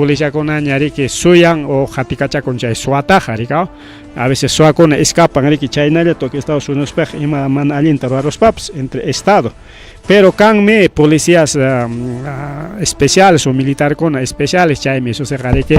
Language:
Ayacucho Quechua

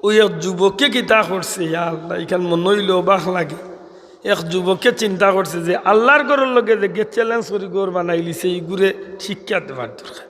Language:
Sylheti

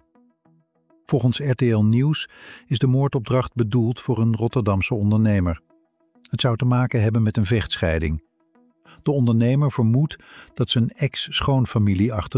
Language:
Dutch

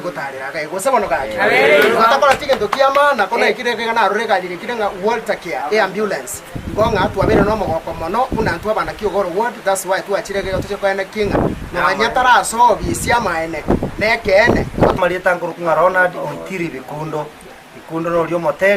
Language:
Gusii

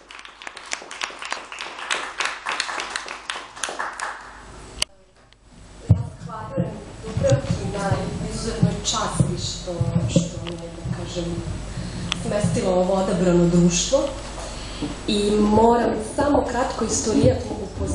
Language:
Serbian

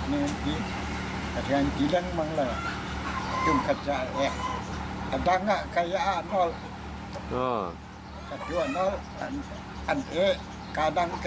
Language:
Hakha Chin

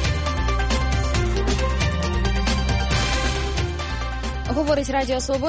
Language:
Ukrainian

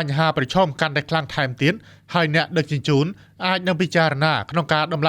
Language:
Khmer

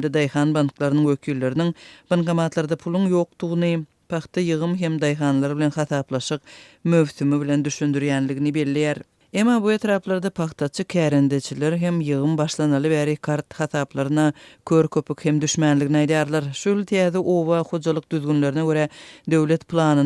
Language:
Turkmen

